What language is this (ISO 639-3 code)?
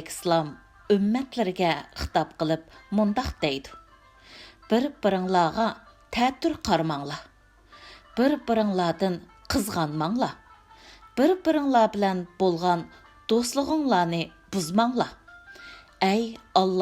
uig